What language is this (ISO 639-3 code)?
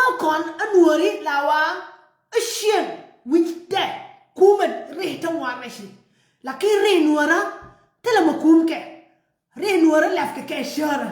nus